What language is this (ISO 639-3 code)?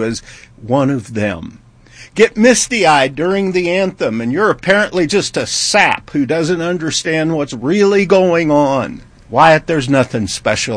eng